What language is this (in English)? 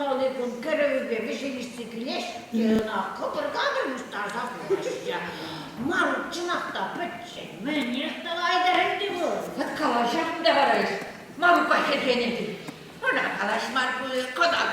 Chuvash